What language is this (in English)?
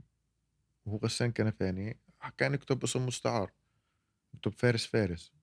North Levantine Arabic